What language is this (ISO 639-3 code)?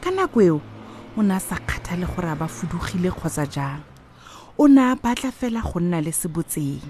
tsn